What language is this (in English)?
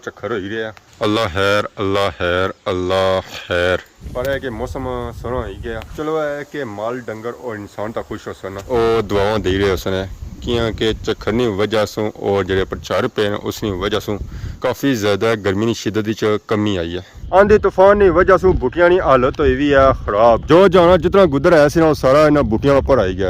Pahari-Potwari